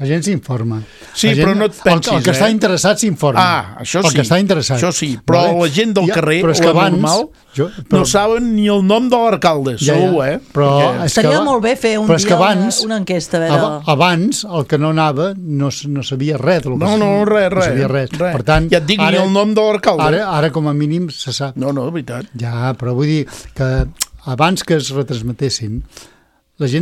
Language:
Catalan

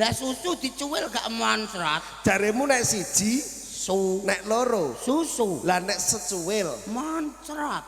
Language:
Javanese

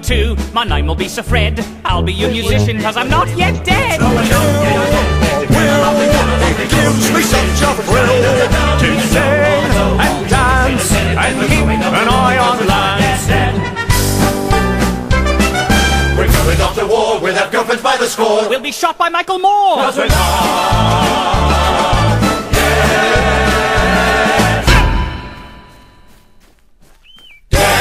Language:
English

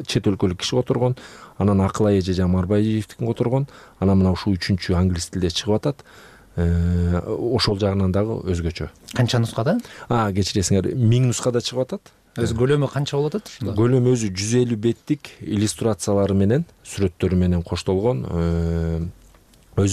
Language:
Kyrgyz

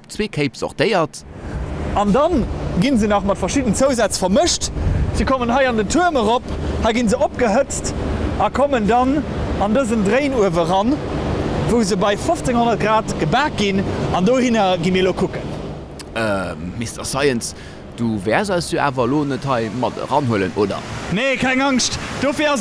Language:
Luxembourgish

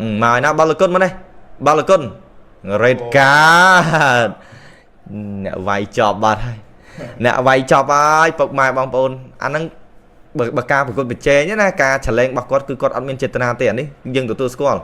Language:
Khmer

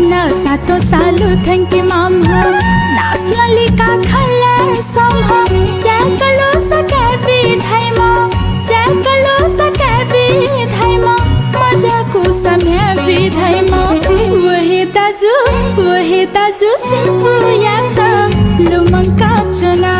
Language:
Newari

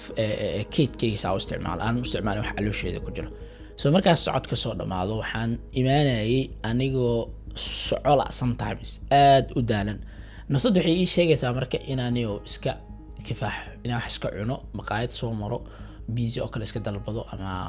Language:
Somali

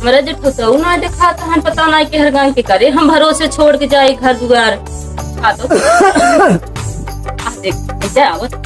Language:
Awadhi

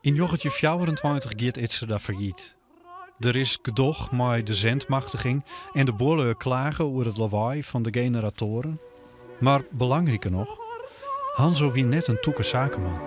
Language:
Western Frisian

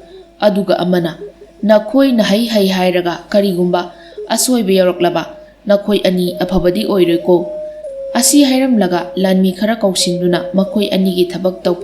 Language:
Manipuri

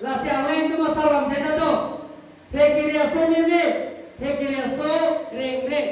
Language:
Karbi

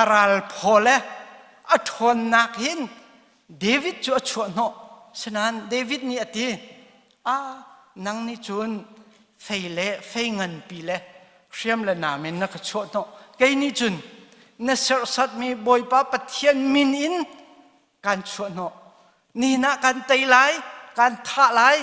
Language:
Hakha Chin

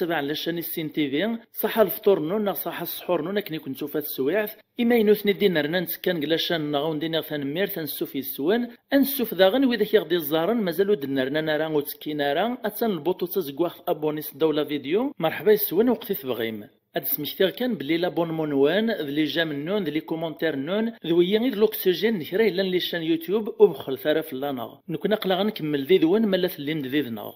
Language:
Kabyle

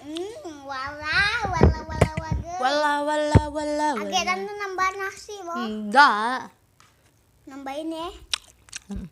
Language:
Musi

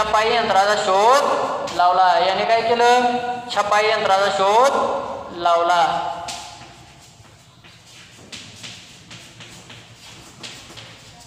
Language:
Marathi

